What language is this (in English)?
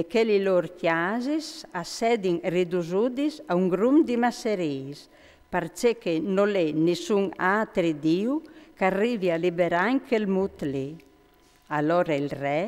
Friulian